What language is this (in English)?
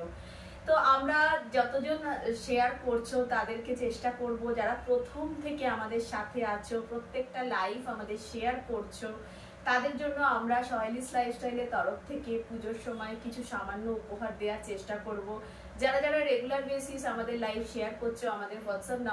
Bangla